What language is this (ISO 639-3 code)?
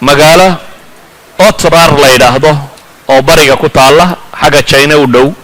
som